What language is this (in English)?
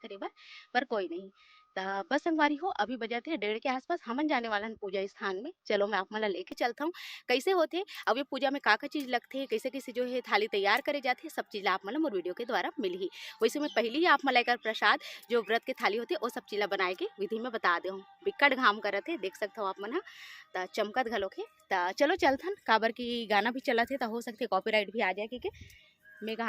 Chhattisgarhi